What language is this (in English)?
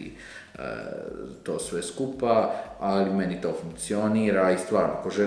Croatian